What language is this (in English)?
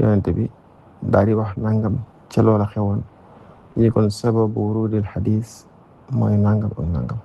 Wolof